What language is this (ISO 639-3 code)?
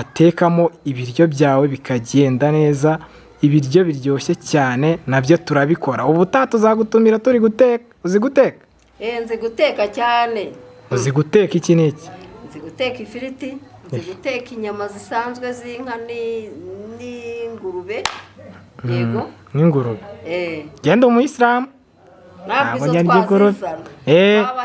kin